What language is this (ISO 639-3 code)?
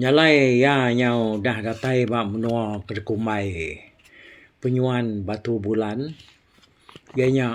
iba